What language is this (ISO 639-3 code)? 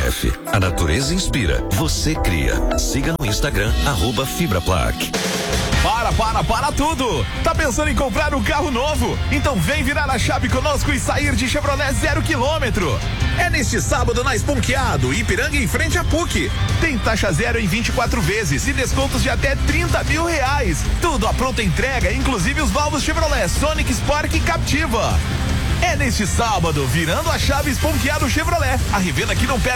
por